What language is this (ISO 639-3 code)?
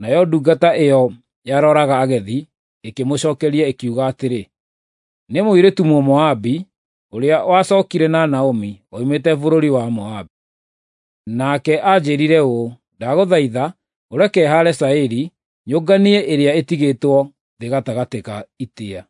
kik